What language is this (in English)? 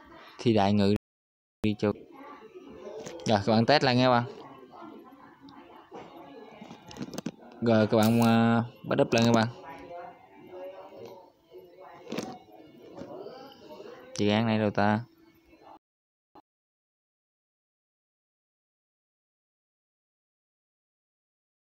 Vietnamese